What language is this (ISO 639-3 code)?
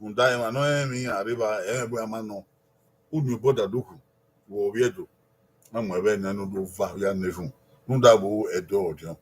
bin